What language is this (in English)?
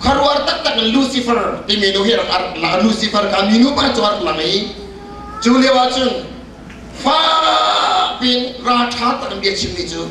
Hakha Chin